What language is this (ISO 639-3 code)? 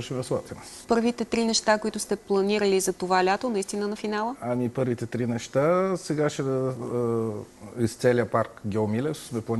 bul